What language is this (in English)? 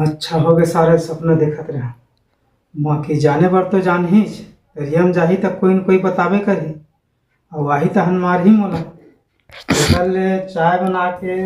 Chhattisgarhi